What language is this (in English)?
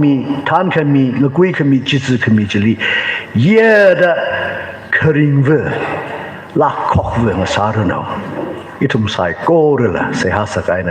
Tangkhul Naga (India)